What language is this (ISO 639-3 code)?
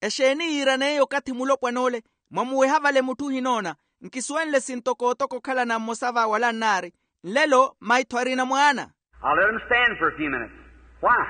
vmw